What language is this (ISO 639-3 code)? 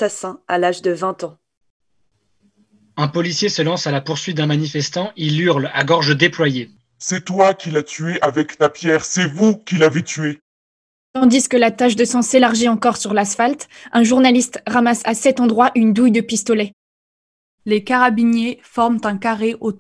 fra